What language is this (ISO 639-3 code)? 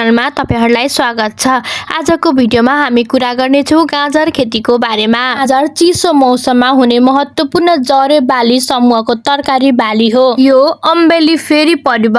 nep